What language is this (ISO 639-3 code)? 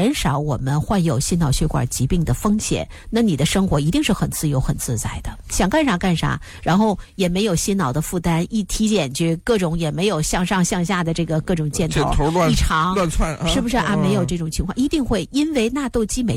zho